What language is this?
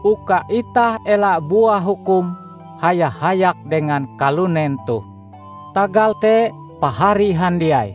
Ngaju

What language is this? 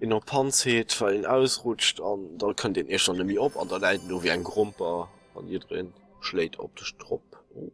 Luxembourgish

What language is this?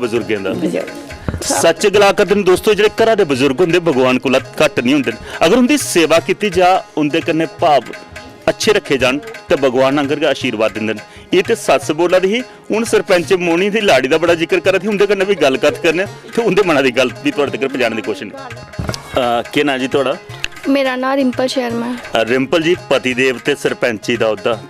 Dogri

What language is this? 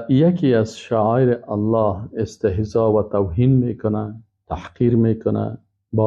Persian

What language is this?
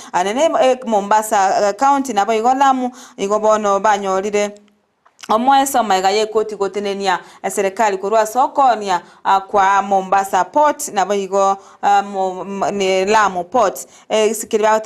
Gusii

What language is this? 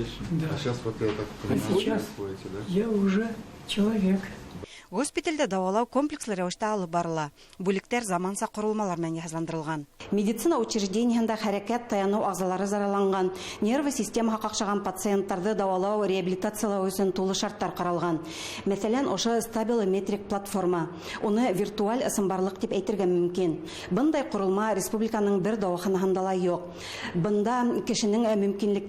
Bashkir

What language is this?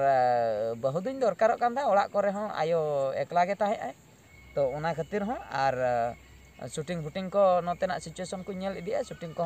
Santali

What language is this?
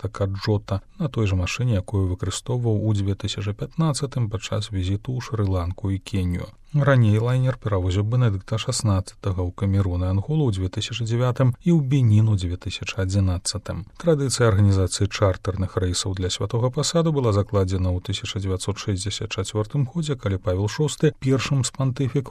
Belarusian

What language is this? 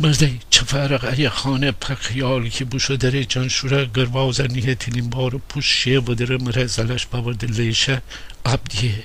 Gilaki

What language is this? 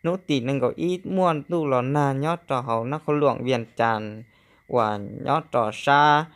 Hmong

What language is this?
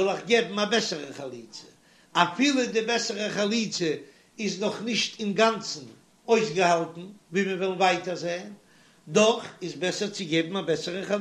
Yiddish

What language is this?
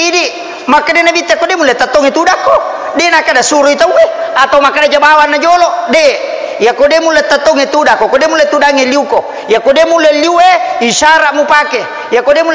Buginese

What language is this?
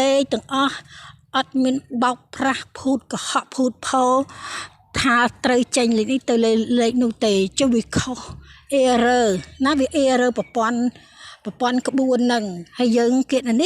Khmer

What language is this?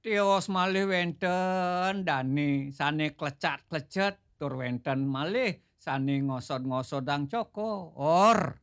Balinese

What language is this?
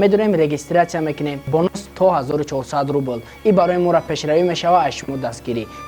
Tajik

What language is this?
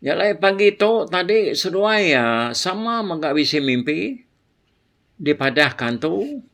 Iban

